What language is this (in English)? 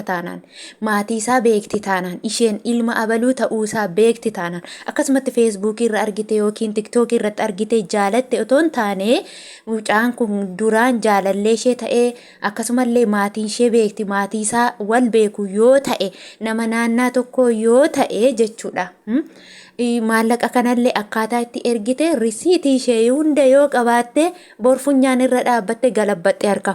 Oromo